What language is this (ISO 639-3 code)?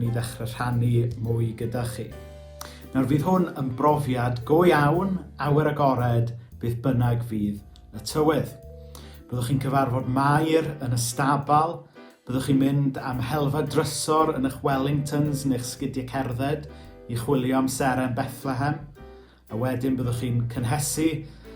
cym